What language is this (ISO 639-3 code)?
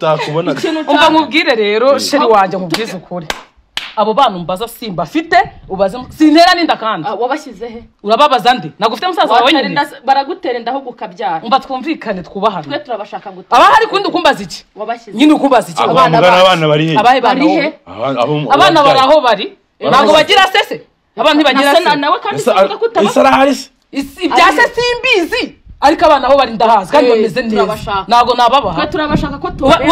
kin